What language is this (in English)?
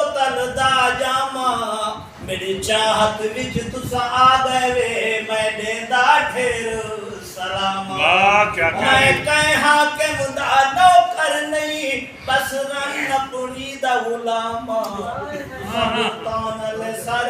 Saraiki